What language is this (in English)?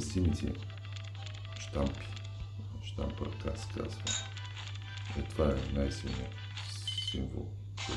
Bulgarian